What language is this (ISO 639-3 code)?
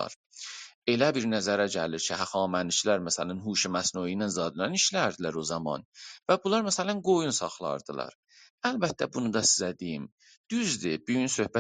azb